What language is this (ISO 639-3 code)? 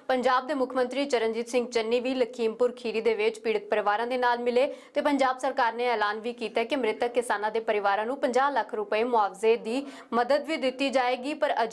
pan